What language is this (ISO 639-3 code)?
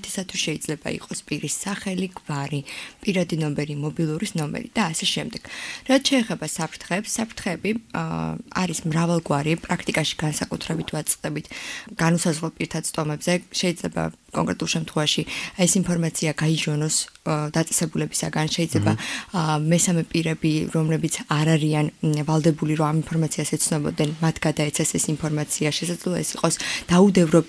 kat